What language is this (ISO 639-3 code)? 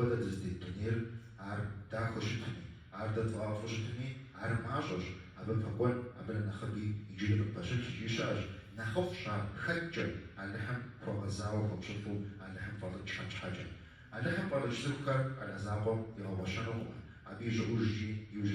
kbd